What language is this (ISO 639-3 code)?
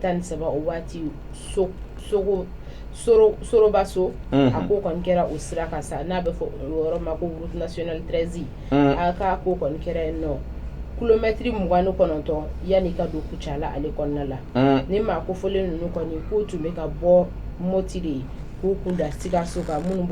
bam